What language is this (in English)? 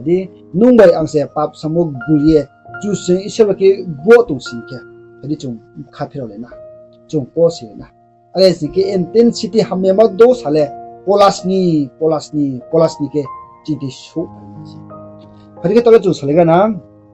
Riang (India)